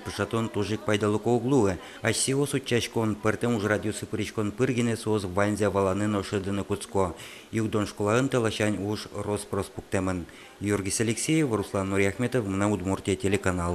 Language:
Udmurt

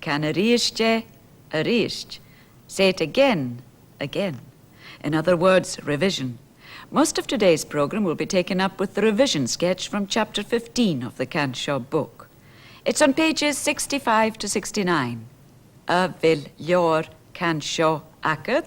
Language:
Scottish Gaelic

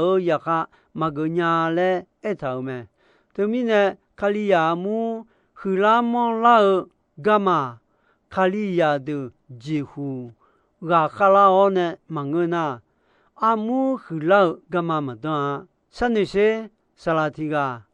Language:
Akha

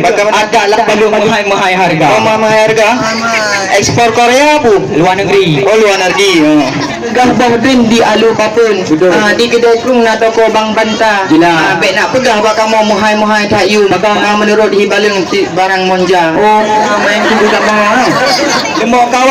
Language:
Achinese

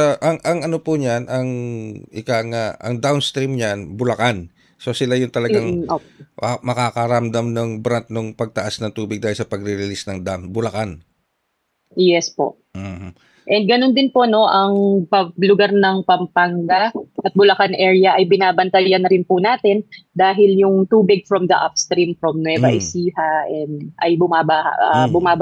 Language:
Filipino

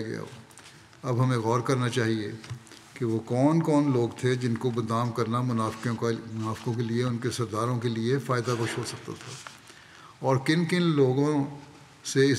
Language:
Urdu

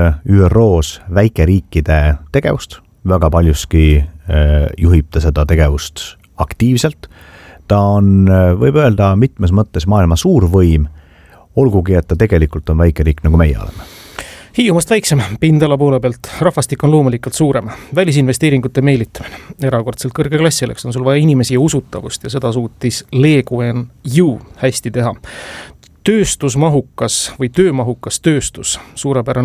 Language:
Estonian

